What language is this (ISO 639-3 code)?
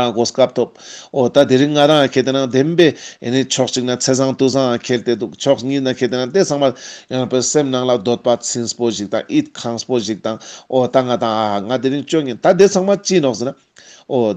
lbj